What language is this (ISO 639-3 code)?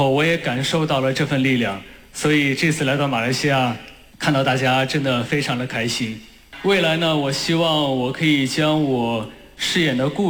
zho